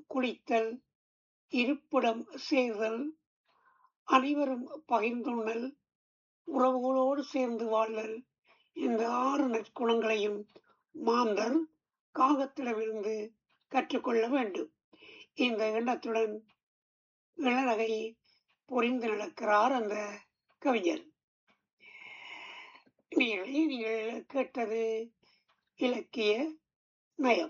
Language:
Tamil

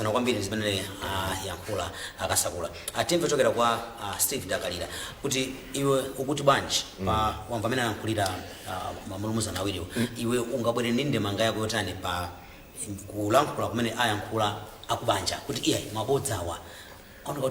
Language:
Nyanja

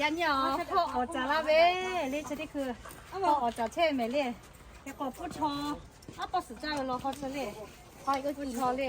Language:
Lahu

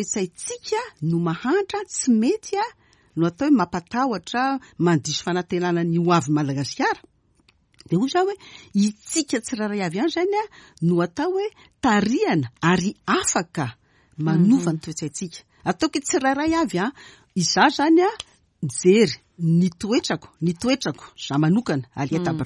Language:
Malagasy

